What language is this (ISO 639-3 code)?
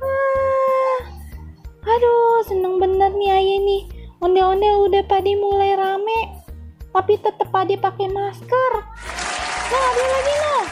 bew